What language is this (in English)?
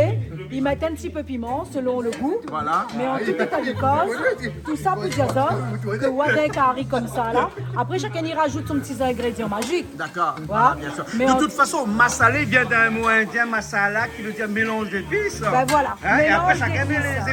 Réunion Creole French